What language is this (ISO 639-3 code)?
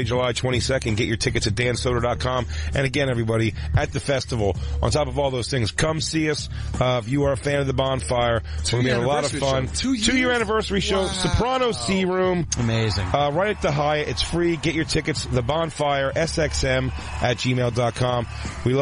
eng